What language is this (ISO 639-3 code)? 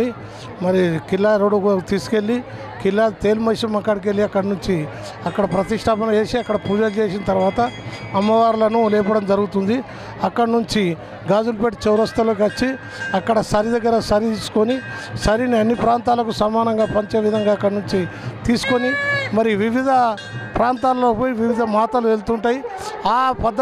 tel